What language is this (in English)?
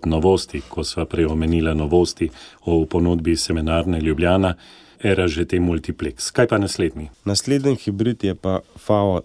Slovenian